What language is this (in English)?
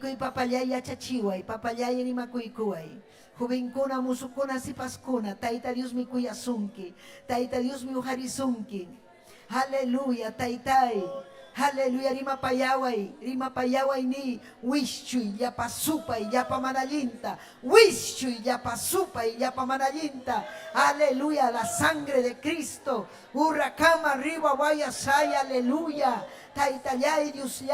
Ayacucho Quechua